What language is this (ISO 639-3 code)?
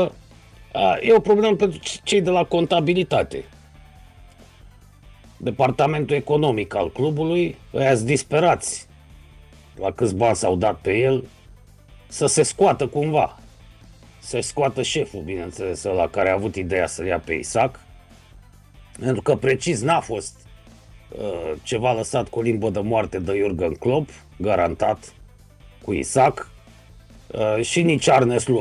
ron